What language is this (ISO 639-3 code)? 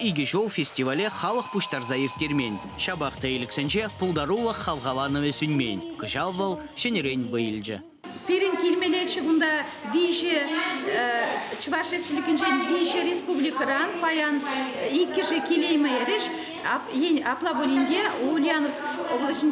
chv